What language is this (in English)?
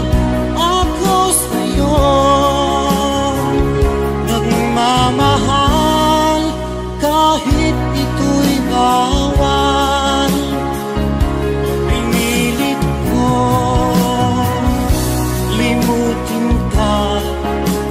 Filipino